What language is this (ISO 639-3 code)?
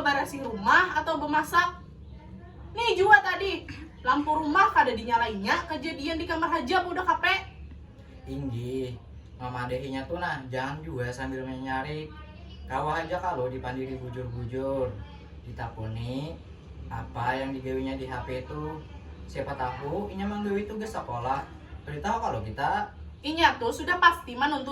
bjn